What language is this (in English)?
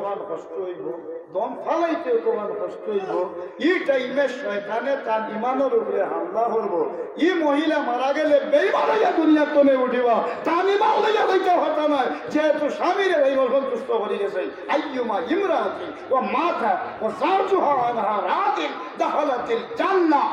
Sylheti